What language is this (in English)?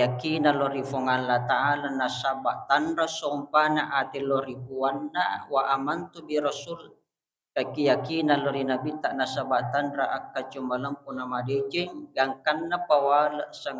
Buginese